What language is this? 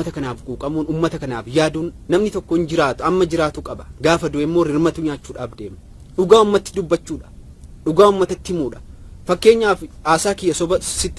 Oromo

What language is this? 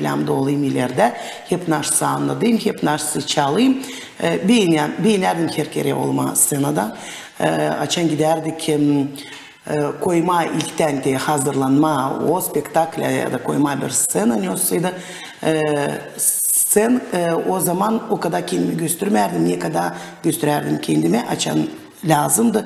Gagauz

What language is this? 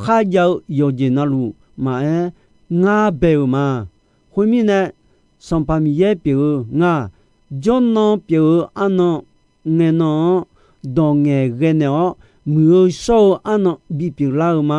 Akha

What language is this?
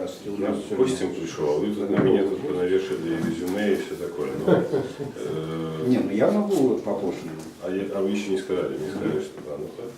Belarusian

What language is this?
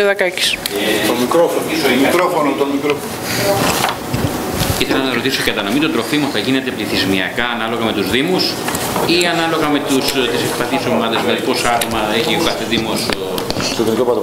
Greek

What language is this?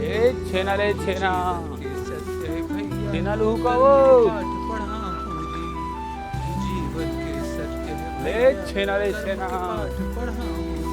Chhattisgarhi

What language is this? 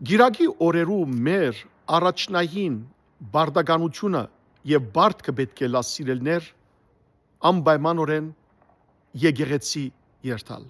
Western Armenian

